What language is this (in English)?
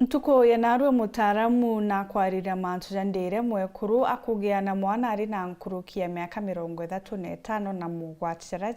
Meru